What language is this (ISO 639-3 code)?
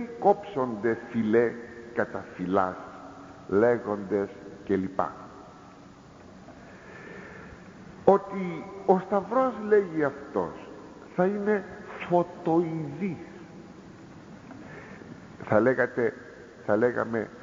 ell